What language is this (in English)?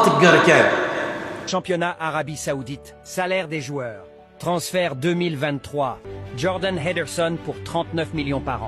Kabyle